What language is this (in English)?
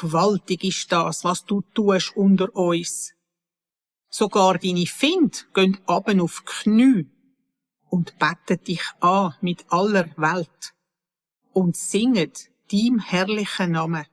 Swiss German